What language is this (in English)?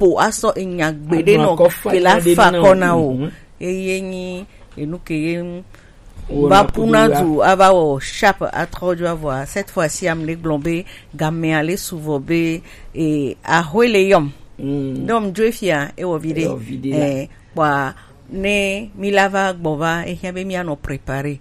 Gen